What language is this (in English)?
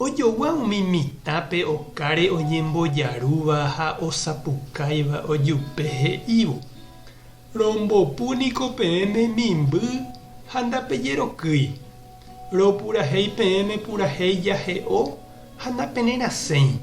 Guarani